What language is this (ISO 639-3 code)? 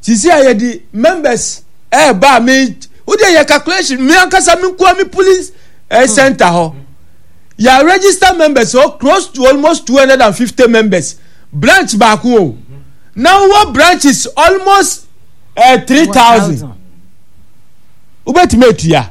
aka